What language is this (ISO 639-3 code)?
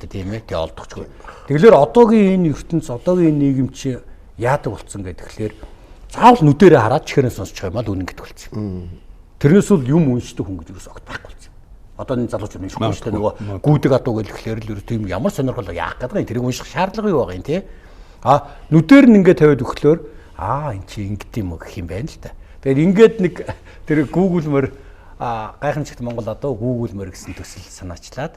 mon